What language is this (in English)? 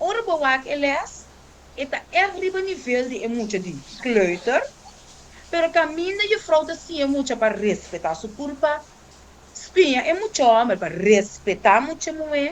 Papiamento